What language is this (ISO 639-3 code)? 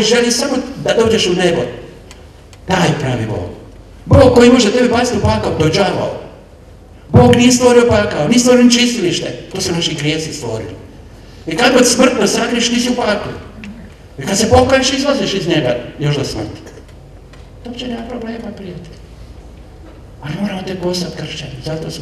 hrv